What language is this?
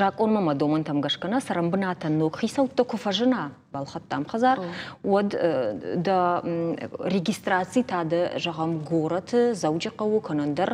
Ossetic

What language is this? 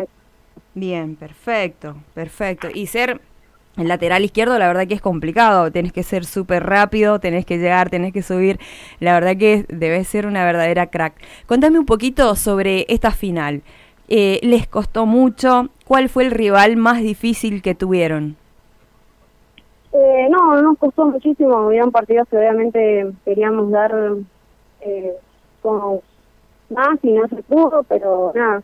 Spanish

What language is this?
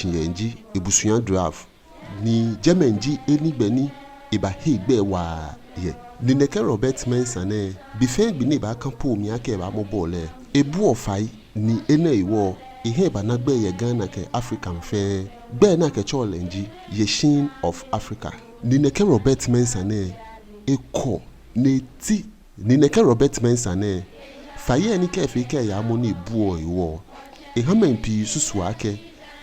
Ga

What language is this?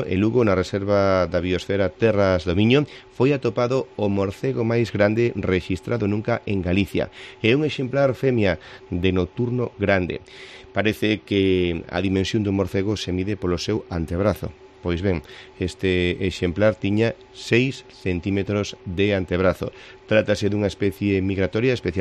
Galician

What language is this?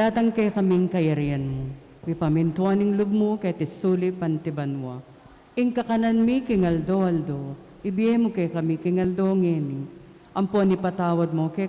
Pampanga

